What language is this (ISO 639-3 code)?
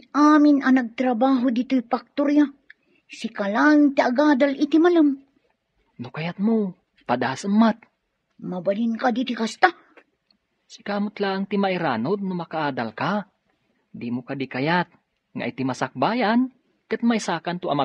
ilo